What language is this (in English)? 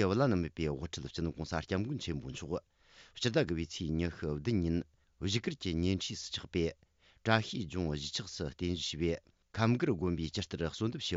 Tibetan